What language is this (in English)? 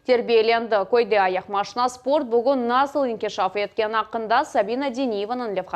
Crimean Tatar